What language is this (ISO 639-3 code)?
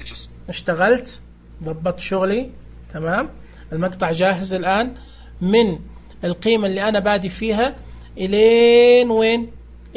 ars